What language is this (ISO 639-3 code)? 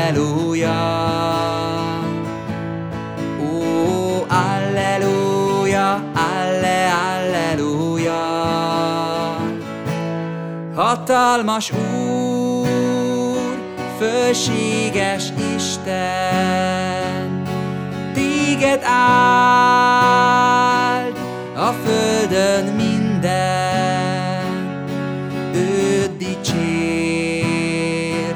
hun